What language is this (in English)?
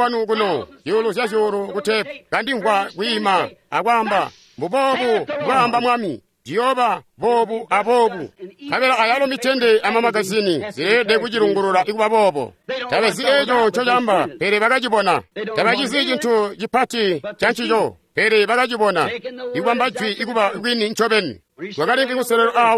Tonga (Zambia)